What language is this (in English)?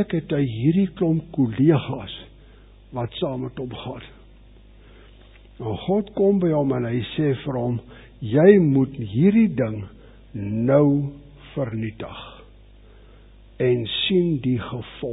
Afrikaans